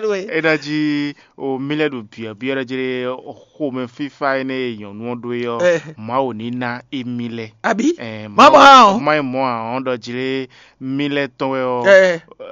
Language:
Fon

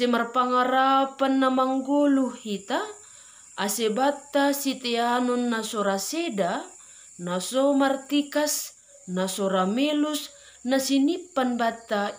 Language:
Batak Simalungun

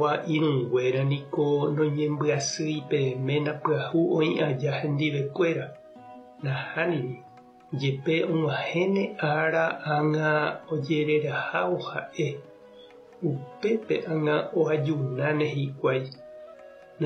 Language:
Guarani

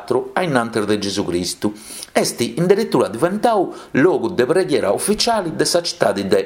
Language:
Sardinian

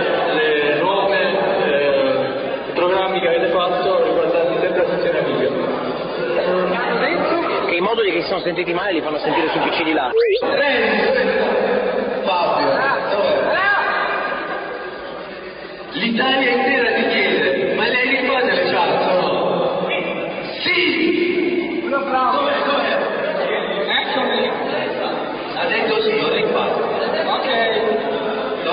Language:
Italian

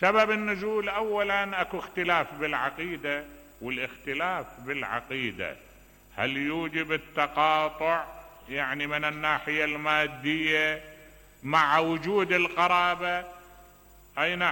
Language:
Mesopotamian Arabic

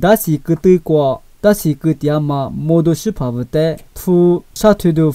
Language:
Lisu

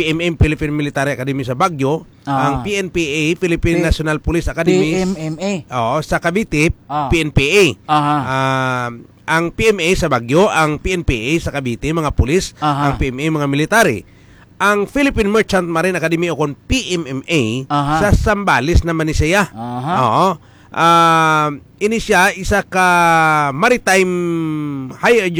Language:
Hiligaynon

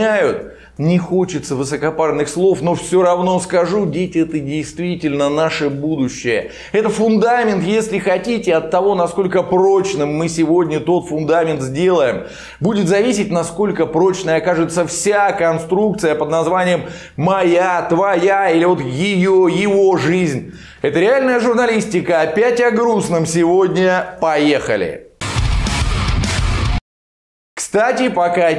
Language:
Russian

